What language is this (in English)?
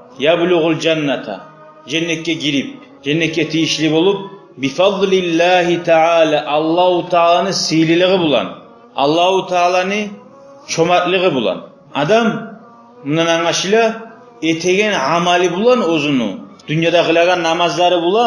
Kumyk